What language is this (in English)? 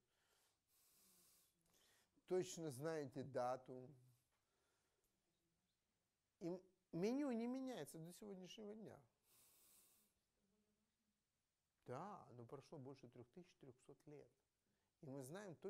Russian